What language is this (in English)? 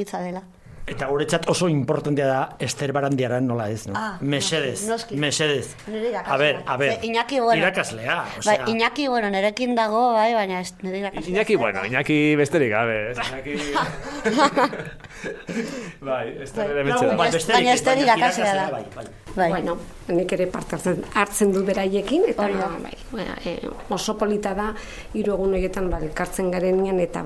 Basque